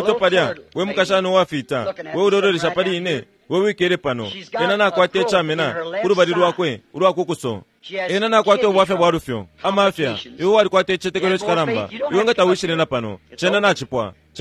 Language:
Bemba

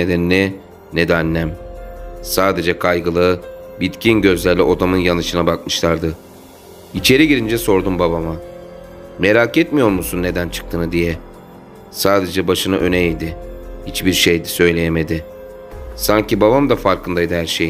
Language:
Turkish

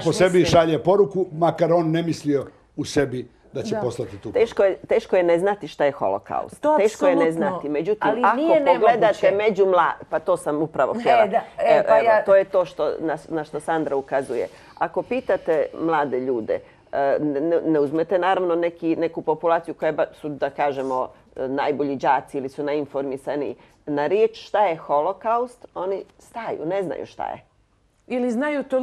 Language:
Bosnian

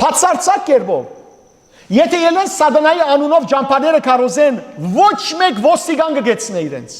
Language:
Western Armenian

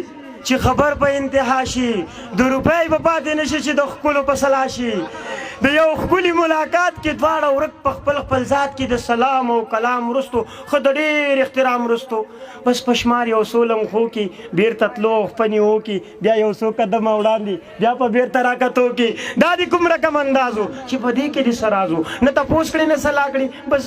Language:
Pashto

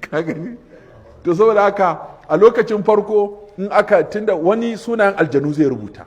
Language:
Hausa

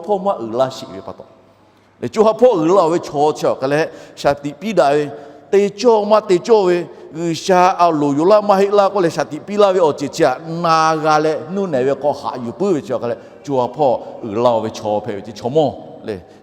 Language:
Lahu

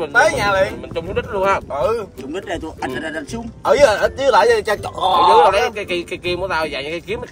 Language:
Vietnamese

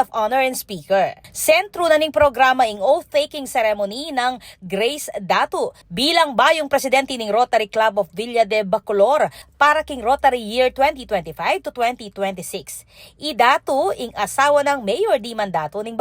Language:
Pampanga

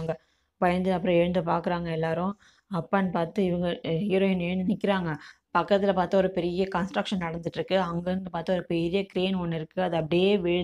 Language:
Tamil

